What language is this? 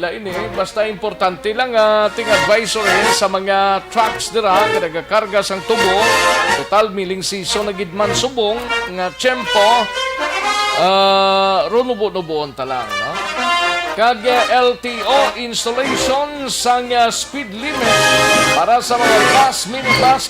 Hiligaynon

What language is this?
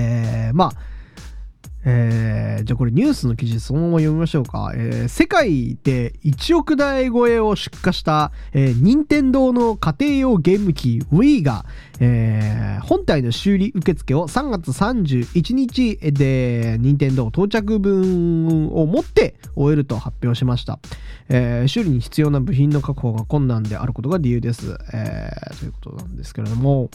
Japanese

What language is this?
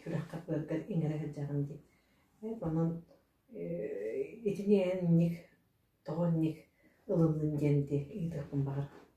Yakut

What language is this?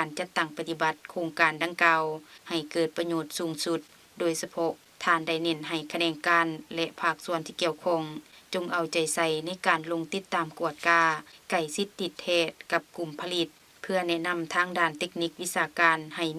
Lao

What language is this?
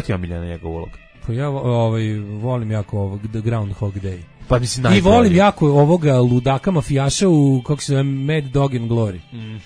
Serbian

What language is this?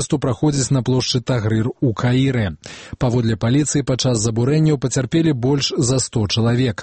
Belarusian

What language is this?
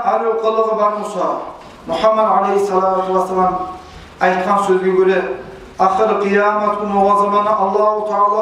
Kumyk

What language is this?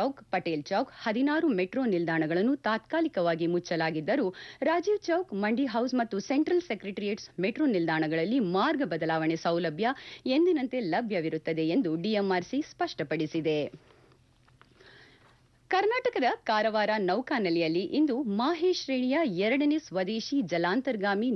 Kannada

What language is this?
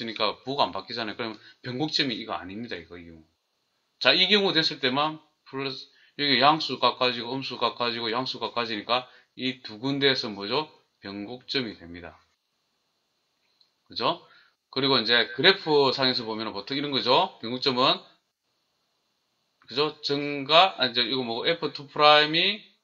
Korean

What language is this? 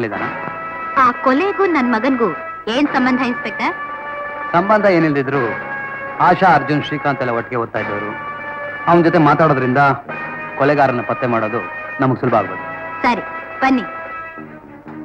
Kannada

